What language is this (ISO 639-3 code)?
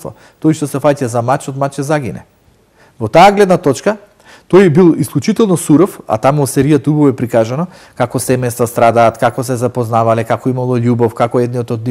mkd